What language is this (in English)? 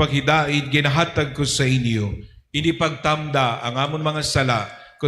Hiligaynon